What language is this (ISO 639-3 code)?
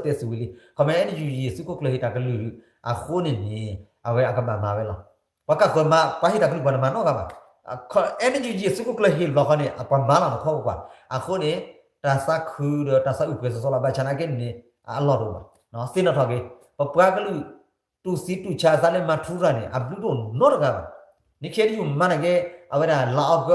ksw